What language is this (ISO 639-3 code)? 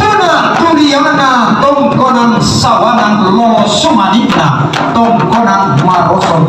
sda